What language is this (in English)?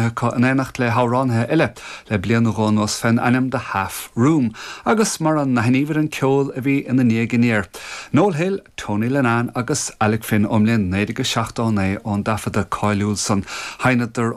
Irish